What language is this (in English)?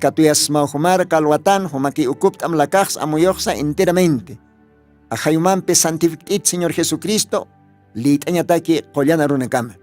Aymara